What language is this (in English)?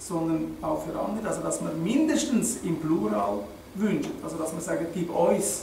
Swiss German